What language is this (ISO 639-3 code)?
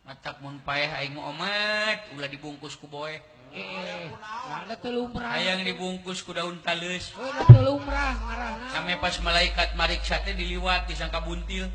sun